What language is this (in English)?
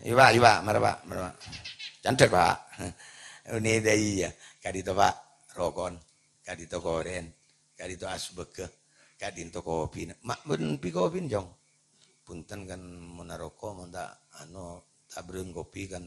Madurese